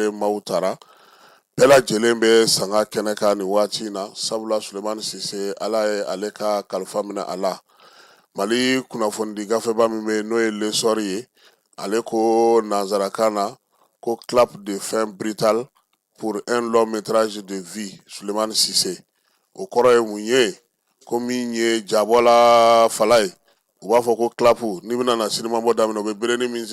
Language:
Bambara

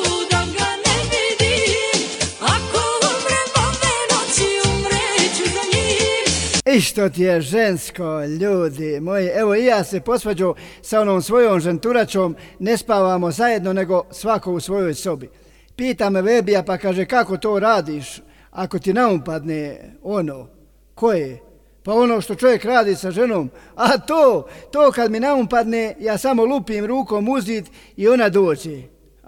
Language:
Bosnian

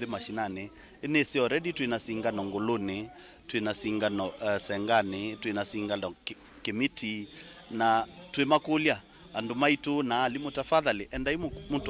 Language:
Kamba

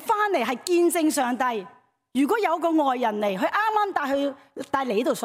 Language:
Cantonese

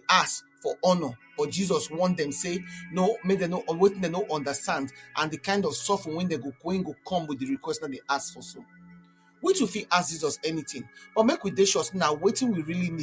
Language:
Nigerian Pidgin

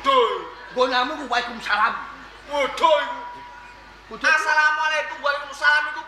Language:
Javanese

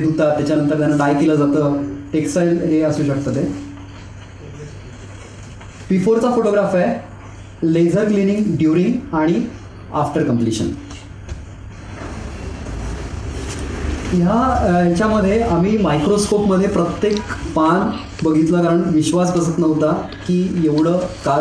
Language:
Marathi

